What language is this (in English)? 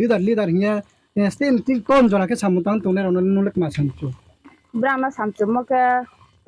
Riang (India)